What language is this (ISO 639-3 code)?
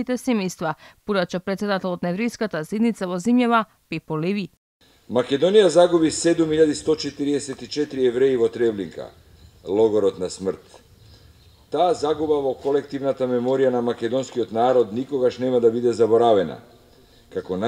mkd